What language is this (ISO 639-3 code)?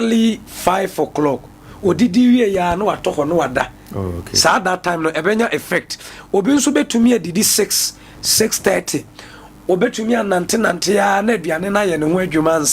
aka